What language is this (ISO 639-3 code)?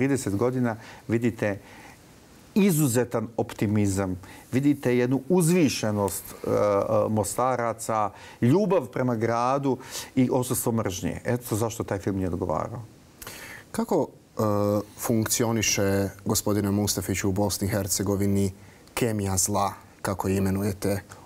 bos